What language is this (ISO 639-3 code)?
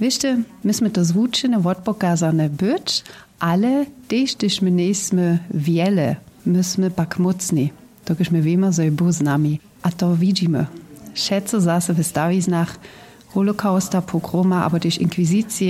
hsb